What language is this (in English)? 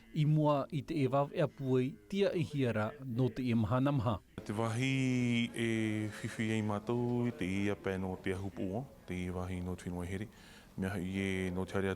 Tahitian